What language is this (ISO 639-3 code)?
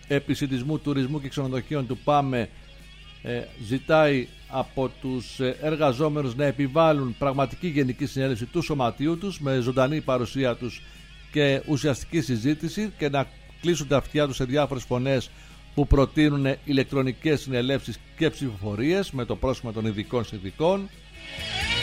ell